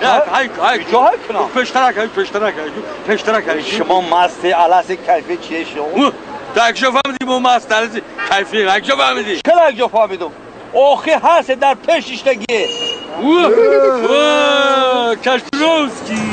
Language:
Tajik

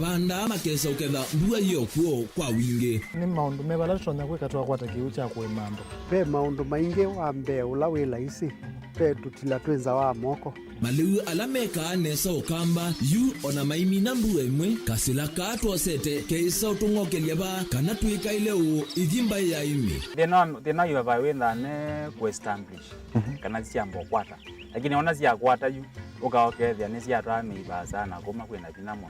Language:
Kamba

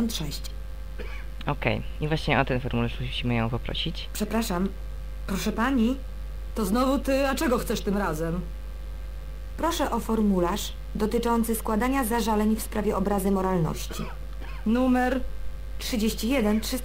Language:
Polish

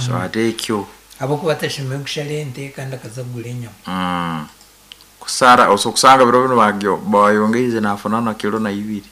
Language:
Nyankole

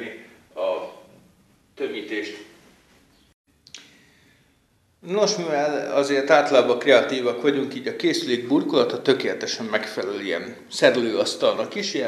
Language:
Hungarian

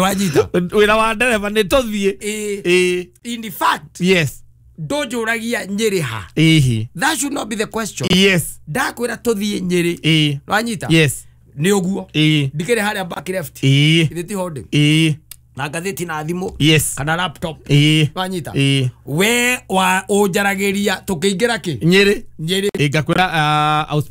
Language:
Kikuyu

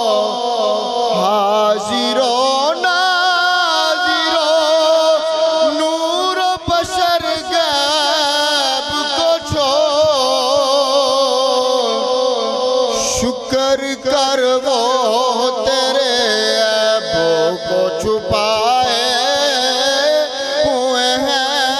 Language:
Urdu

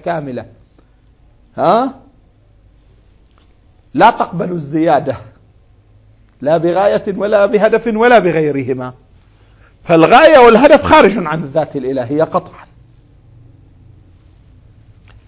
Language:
Arabic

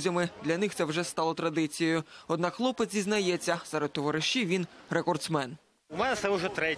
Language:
Ukrainian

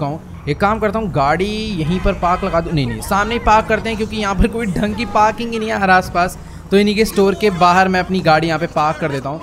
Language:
Hindi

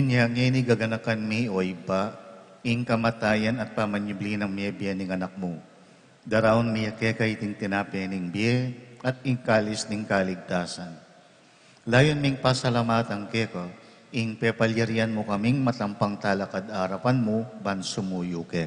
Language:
Pampanga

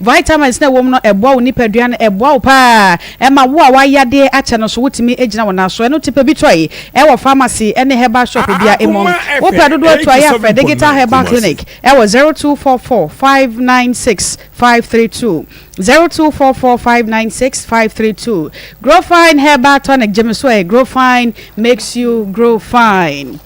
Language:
Akan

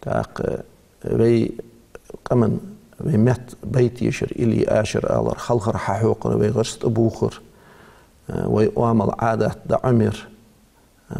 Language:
Ingush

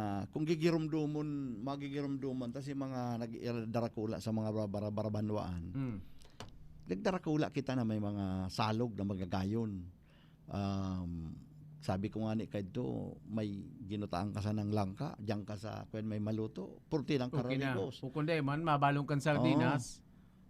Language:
Bikol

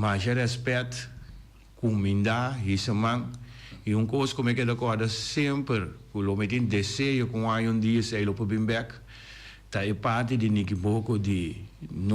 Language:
Papiamento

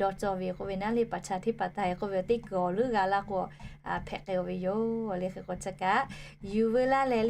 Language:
Lahu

